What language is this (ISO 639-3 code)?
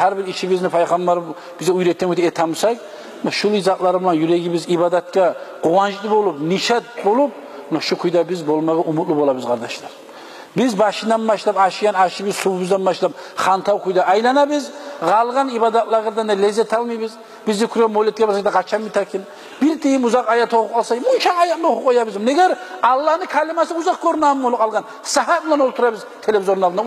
kum